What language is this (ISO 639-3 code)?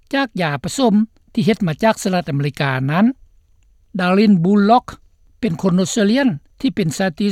lao